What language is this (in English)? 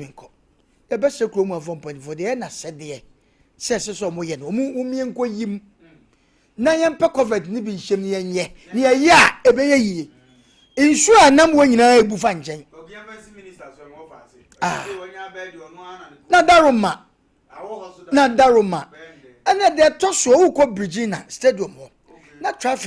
Akan